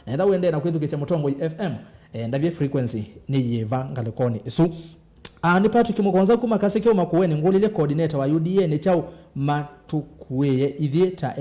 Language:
Kamba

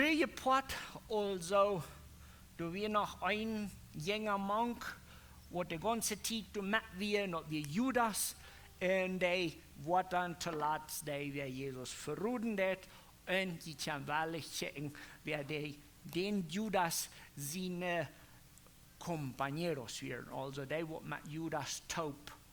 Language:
Plautdietsch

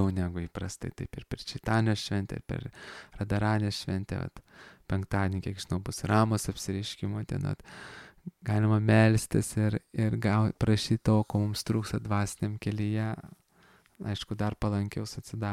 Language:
Lithuanian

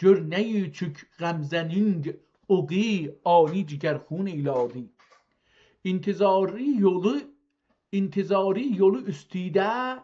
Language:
South Azerbaijani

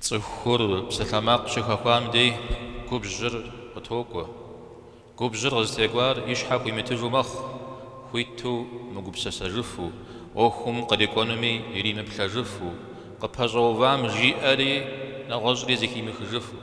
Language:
Kabardian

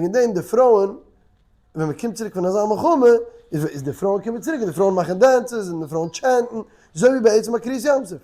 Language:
Yiddish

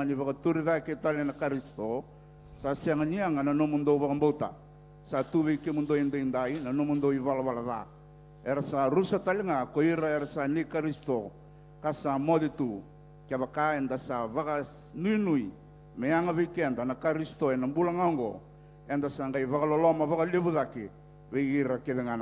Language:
Fijian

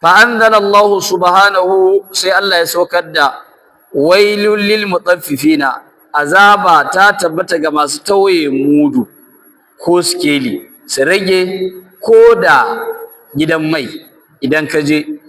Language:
Hausa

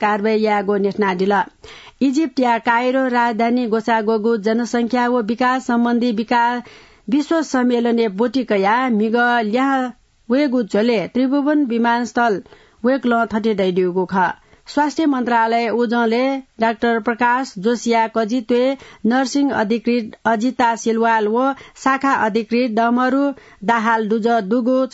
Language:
Newari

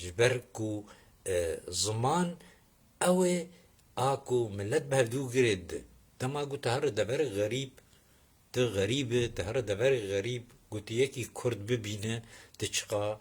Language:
Kurdish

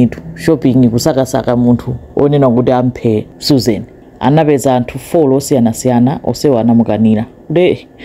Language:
Nyanja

